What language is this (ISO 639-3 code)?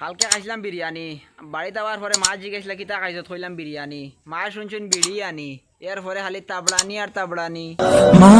syl